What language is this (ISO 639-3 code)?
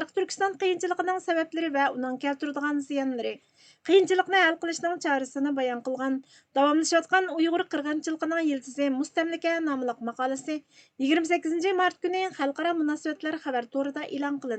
uig